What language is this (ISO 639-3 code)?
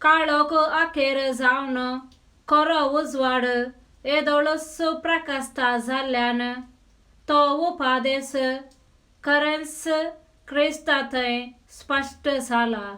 kok